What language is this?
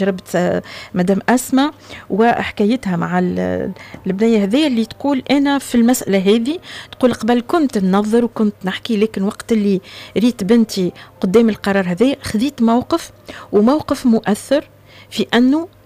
Tunisian Arabic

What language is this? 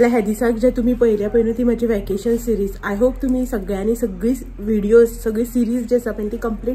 Konkani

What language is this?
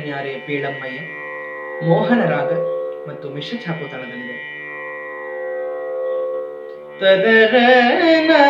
Kannada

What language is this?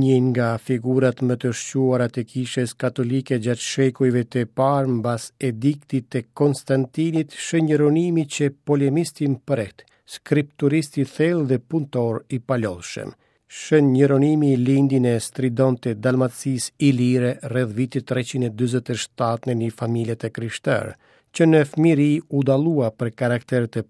Albanian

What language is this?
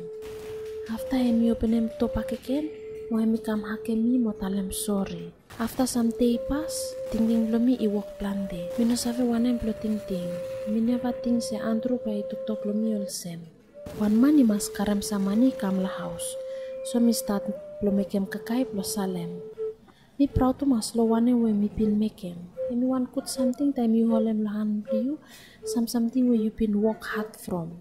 Bislama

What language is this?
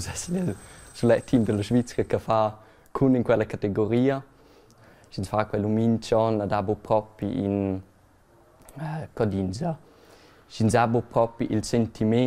Romansh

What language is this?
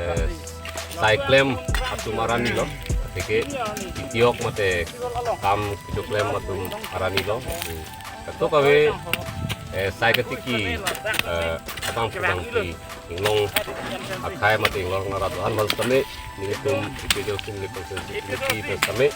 Karbi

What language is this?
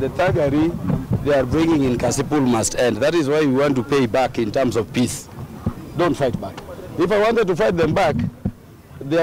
Kamba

